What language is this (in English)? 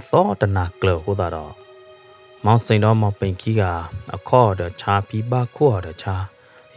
S'gaw Karen